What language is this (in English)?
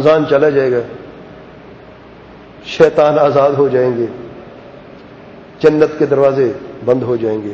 Urdu